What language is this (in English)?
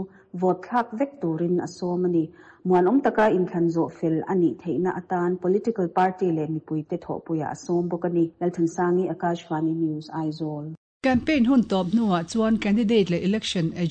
Mizo